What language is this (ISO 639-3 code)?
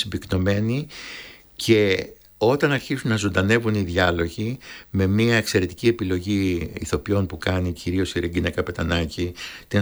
ell